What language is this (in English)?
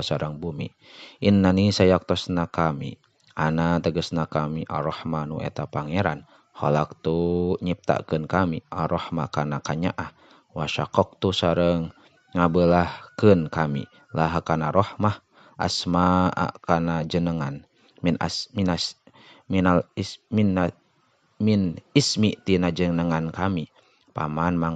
Sundanese